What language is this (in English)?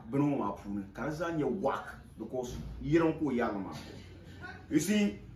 Dagbani